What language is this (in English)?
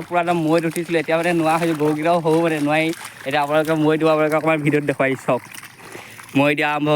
Assamese